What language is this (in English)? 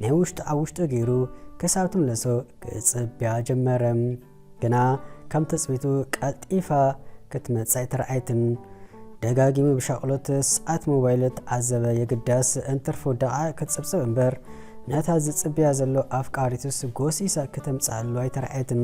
Tigrinya